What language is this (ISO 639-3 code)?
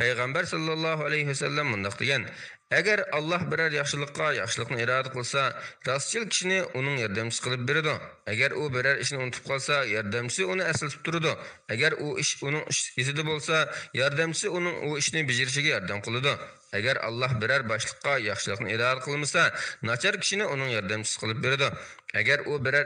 uig